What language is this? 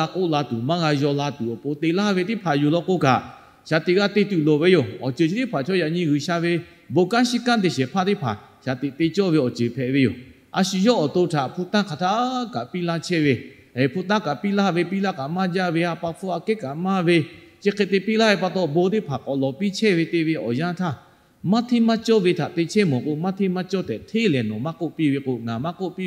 Lahu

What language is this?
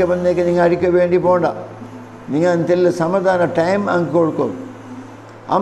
Malayalam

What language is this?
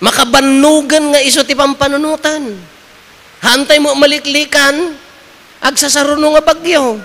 Iloko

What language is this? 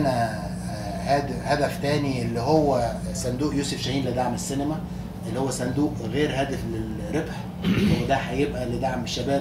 Egyptian Arabic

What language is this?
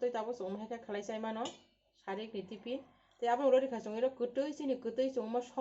Kok Borok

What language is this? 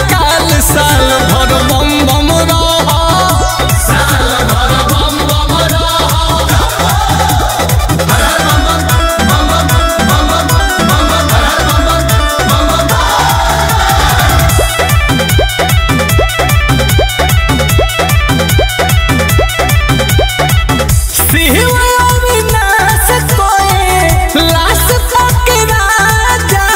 Bhojpuri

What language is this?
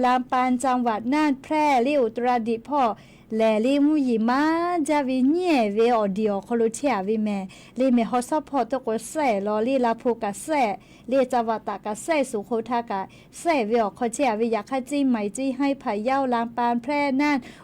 Lahu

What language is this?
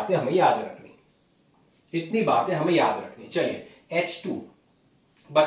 Hindi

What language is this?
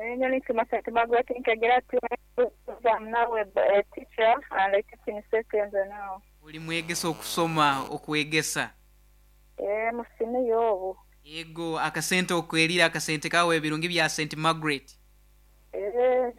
Nyoro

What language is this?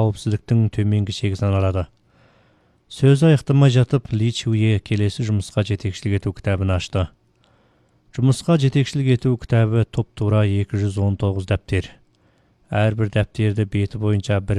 Kazakh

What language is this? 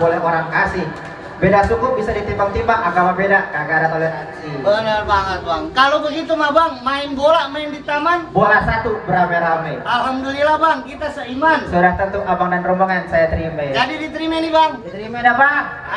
Betawi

